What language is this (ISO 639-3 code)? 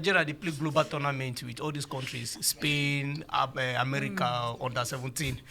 pcm